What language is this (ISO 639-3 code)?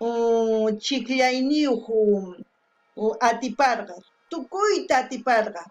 quh